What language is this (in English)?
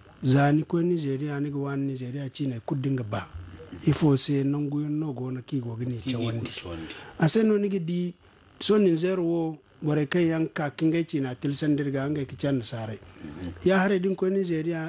Zarma